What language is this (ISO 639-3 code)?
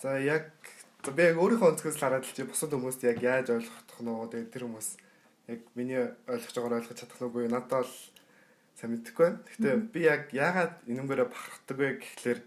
mon